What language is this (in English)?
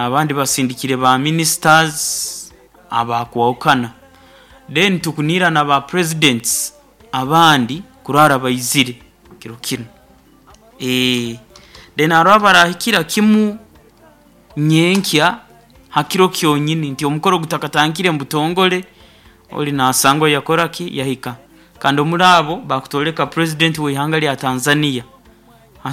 Nyoro